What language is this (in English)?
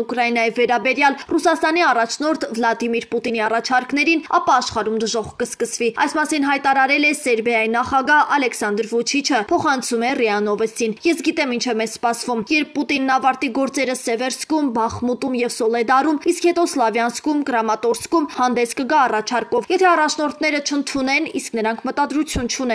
Armenian